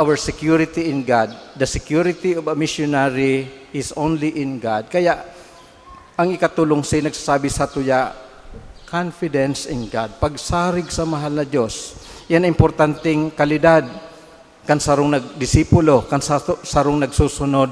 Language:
Bikol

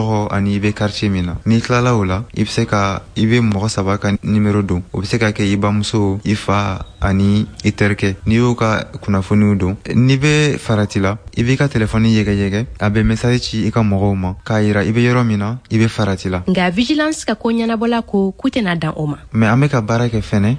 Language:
Bambara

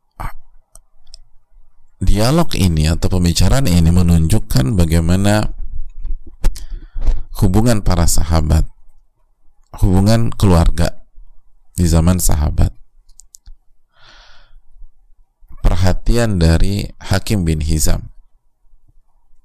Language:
Indonesian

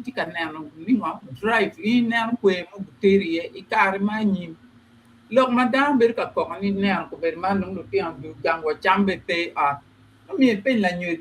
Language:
Acoli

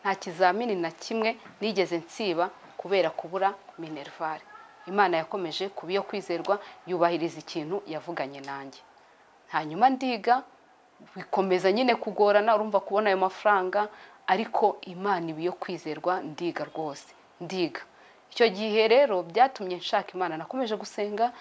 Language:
Kinyarwanda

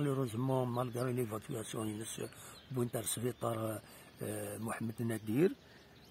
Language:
Kabyle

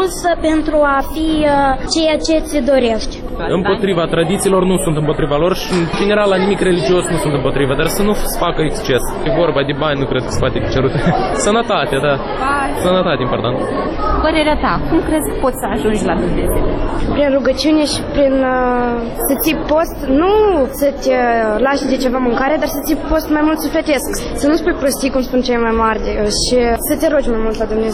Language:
Romanian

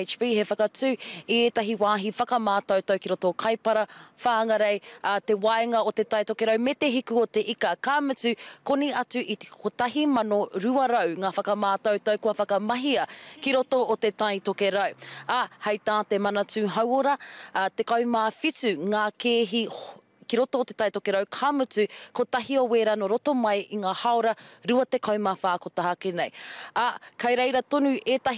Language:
Māori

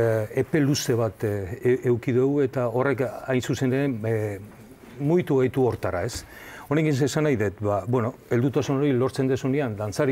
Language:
Basque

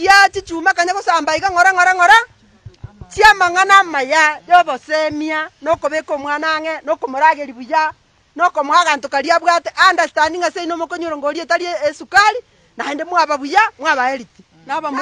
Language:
Gusii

